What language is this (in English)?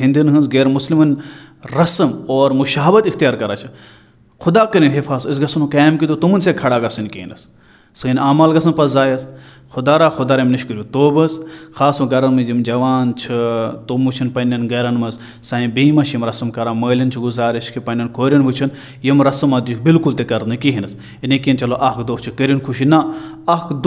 Kashmiri